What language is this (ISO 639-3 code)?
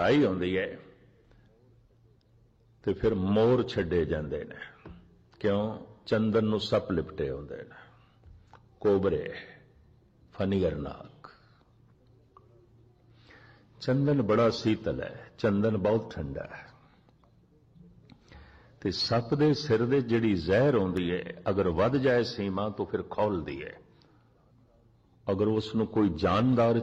pan